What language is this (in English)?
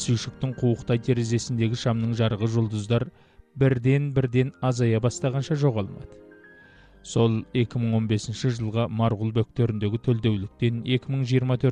Kazakh